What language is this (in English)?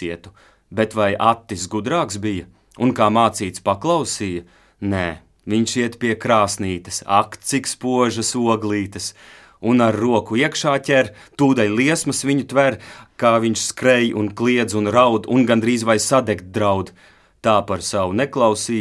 Latvian